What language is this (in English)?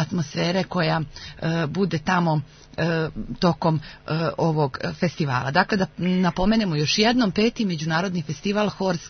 Serbian